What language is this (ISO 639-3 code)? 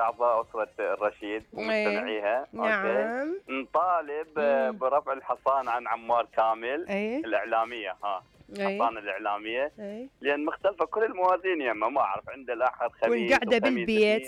acm